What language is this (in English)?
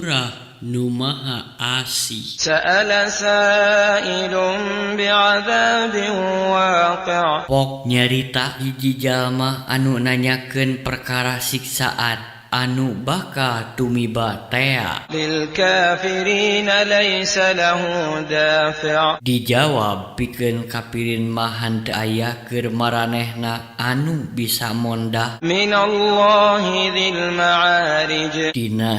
Sundanese